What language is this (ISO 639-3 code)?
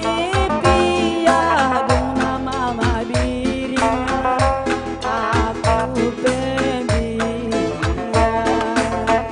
btx